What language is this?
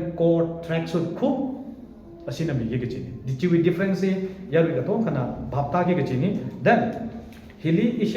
Tangkhul Naga (India)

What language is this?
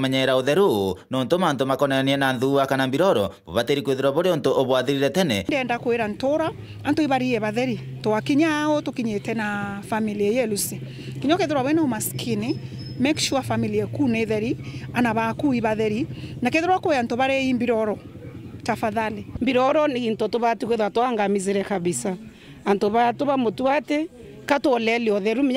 Meru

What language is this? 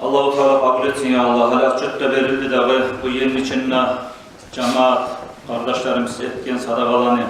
Kumyk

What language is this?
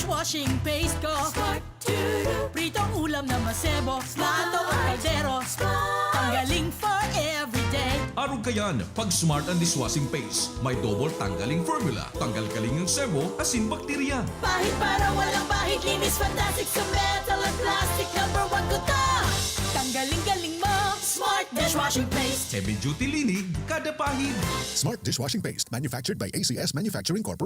Bikol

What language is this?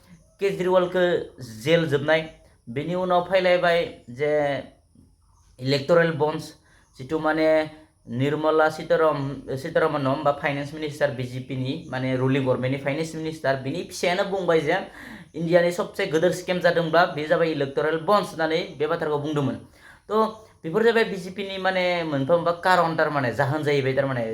Bodo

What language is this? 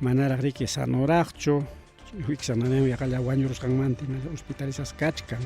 Ayacucho Quechua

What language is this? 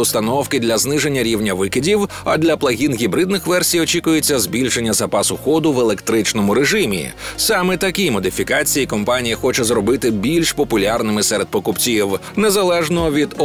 Ukrainian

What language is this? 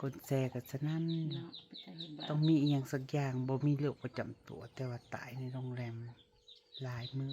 Northeastern Thai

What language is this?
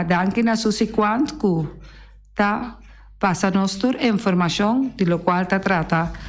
Papiamento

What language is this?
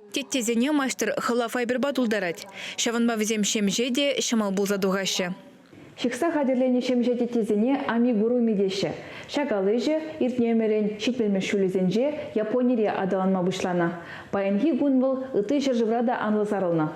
Chuvash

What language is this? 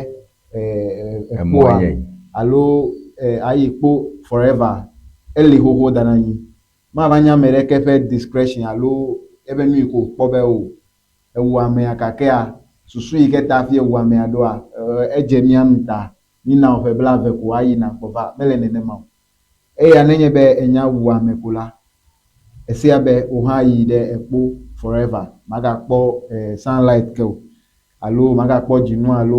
Ewe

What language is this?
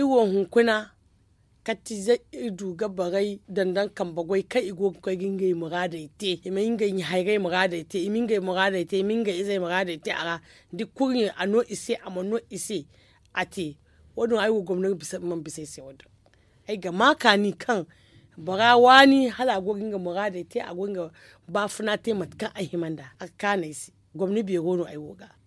Zarma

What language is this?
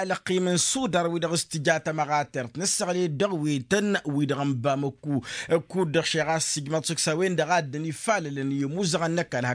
Tamasheq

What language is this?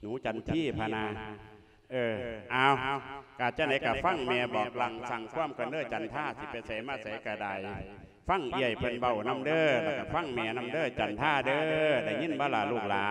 Lao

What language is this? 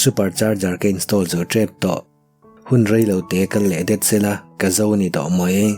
Mizo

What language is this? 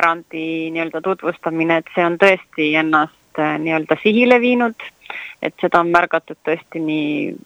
Estonian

